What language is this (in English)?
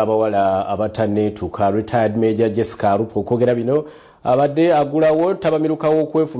Ganda